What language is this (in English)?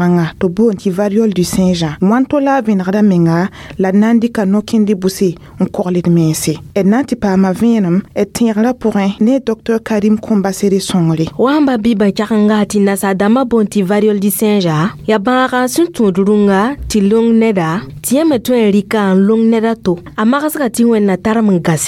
Mossi